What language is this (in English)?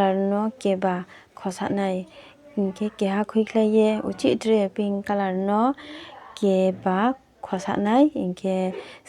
Riang (India)